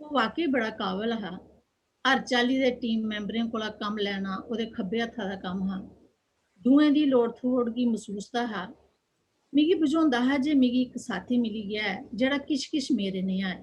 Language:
Dogri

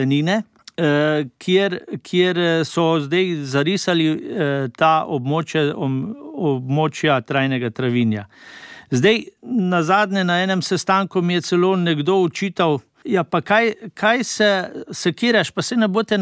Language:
Slovenian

